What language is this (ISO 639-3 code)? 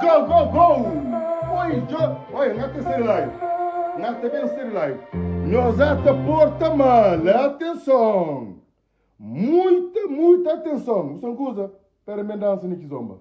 kea